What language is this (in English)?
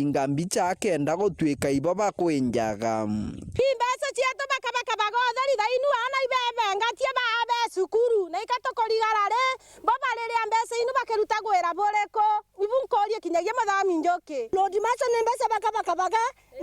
Meru